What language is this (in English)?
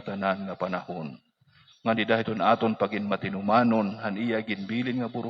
Waray